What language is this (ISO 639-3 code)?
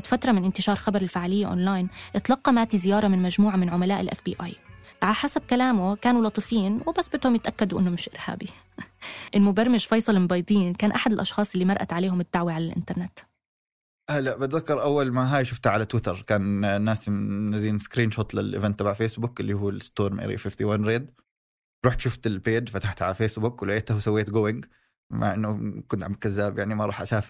apc